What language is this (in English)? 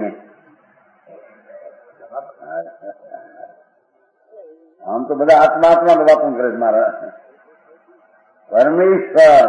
Gujarati